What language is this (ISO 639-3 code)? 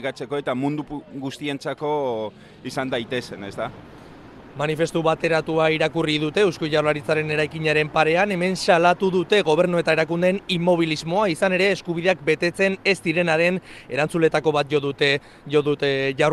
eus